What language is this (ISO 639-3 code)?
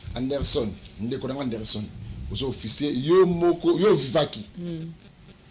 lin